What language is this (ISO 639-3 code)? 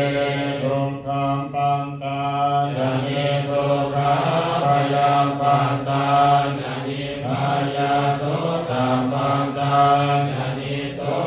pli